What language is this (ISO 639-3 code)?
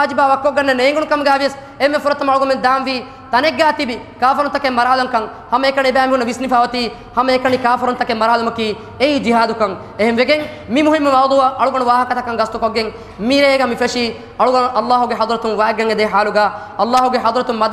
div